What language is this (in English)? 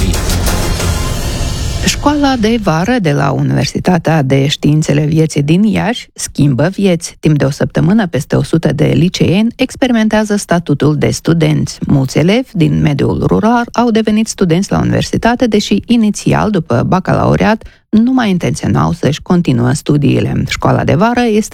Romanian